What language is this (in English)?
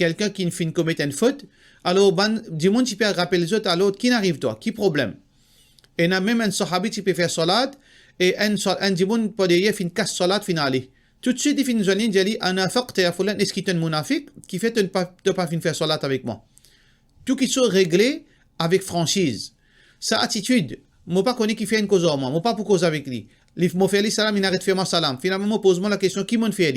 Morisyen